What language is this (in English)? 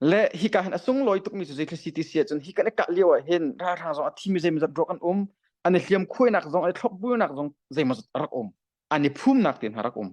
Hakha Chin